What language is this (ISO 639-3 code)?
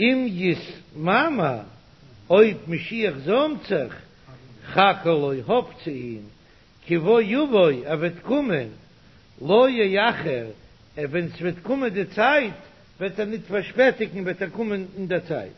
yid